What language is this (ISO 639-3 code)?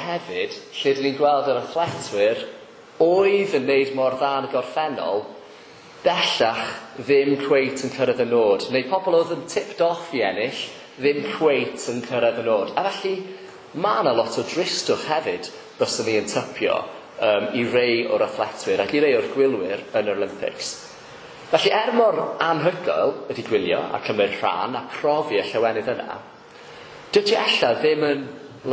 cym